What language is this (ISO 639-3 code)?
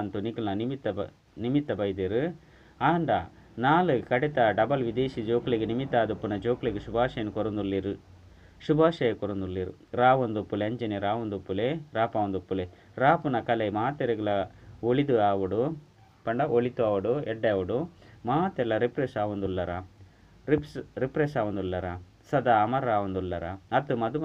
tcy